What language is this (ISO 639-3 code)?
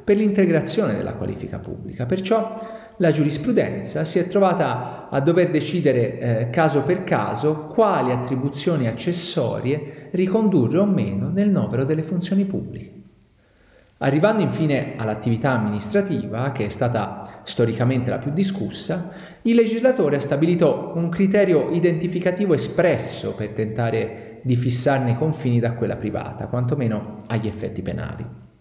ita